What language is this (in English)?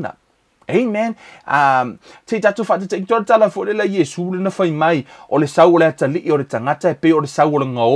Samoan